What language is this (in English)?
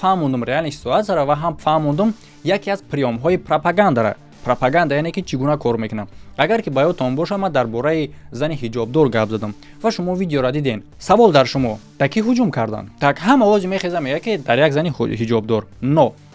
Tajik